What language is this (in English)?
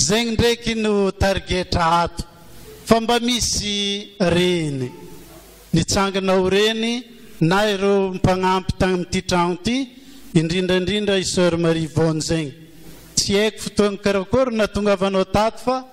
Malagasy